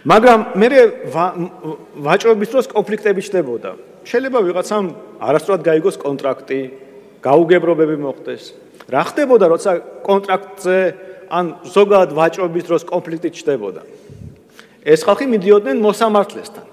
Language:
Georgian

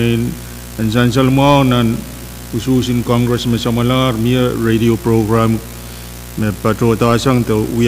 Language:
Pohnpeian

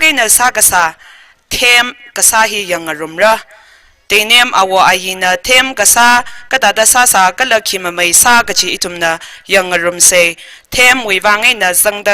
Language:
Tangkhul Naga (India)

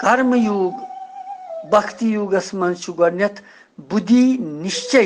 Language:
Kashmiri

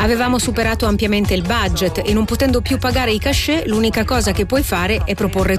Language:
Italian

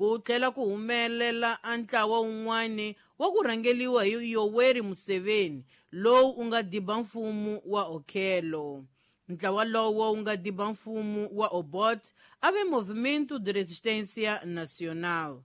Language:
Tsonga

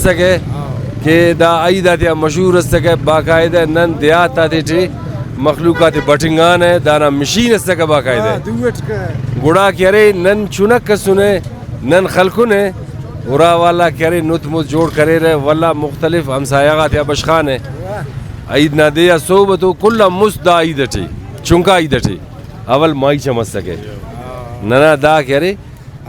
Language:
Brahui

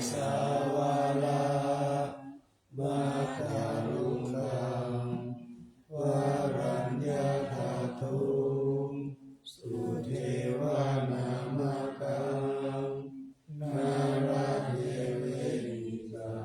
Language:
Pali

